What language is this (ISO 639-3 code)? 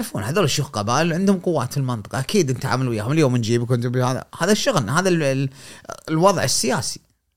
afb